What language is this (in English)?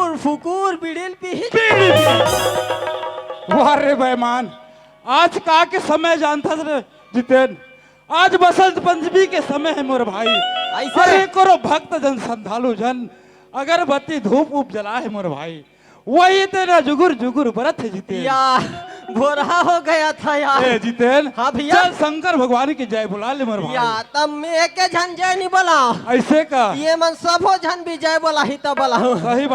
Chhattisgarhi